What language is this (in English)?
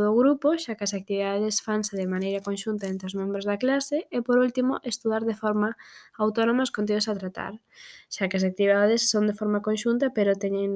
Galician